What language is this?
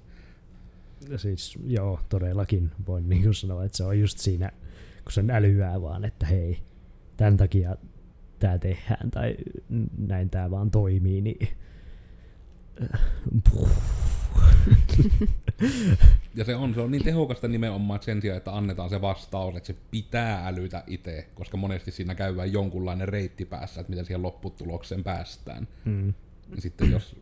Finnish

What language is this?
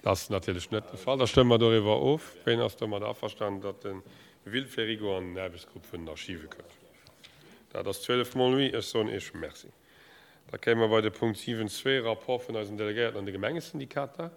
Luxembourgish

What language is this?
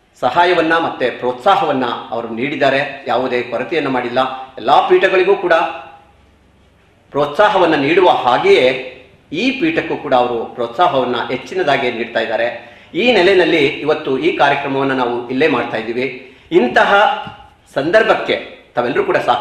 Kannada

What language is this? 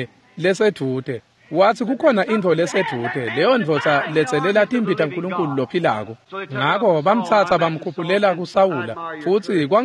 Swati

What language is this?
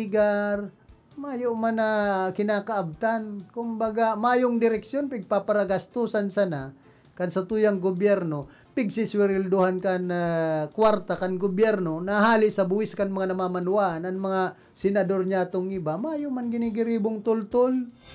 Bikol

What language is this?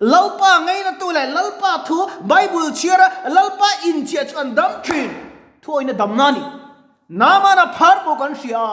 Mizo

